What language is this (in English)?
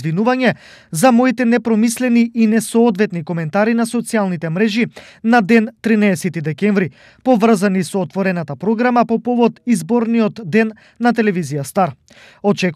Macedonian